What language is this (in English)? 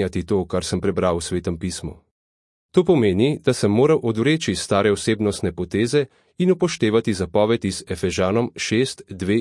Slovenian